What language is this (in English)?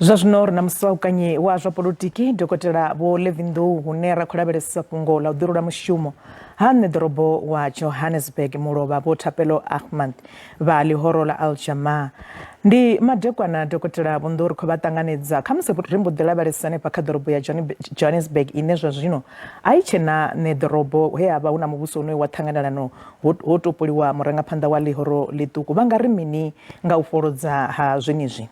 Venda